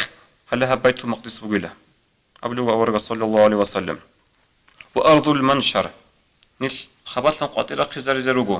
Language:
Avaric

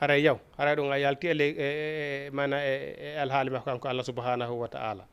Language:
Fula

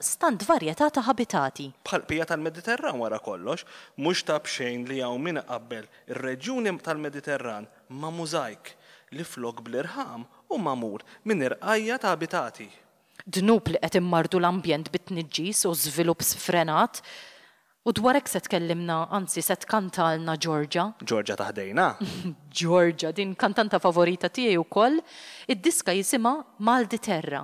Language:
Maltese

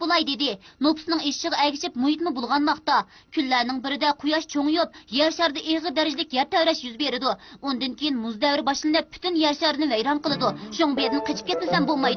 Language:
Uyghur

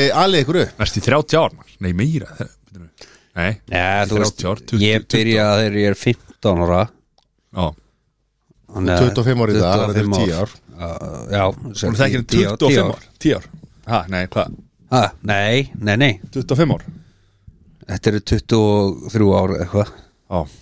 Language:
Icelandic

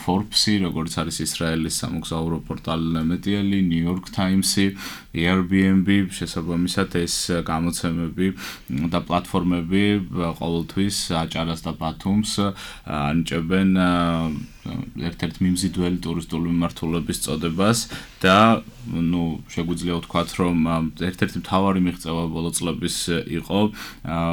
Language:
Georgian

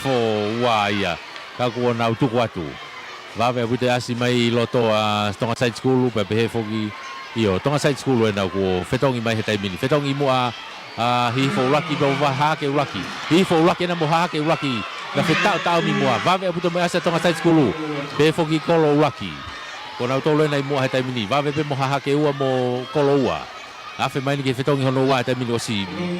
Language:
Tongan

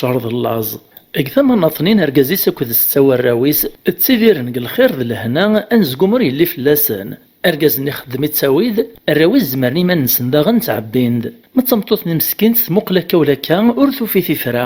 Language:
Kabyle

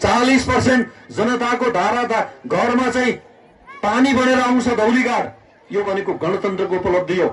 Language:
Nepali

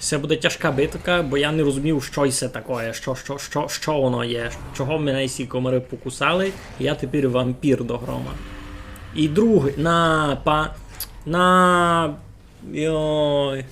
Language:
Rusyn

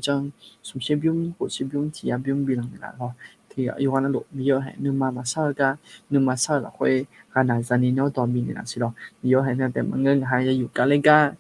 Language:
Akha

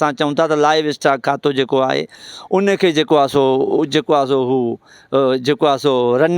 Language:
Sindhi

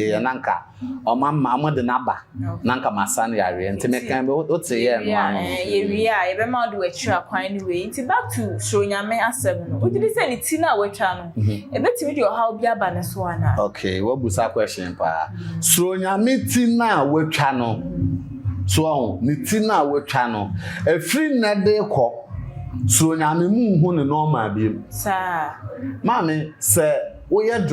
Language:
Akan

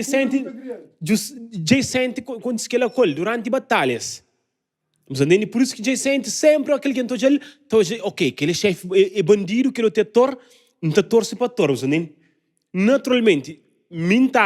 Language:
Kabuverdianu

